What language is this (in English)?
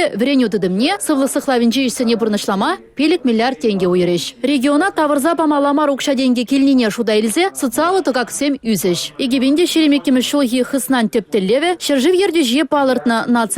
Chuvash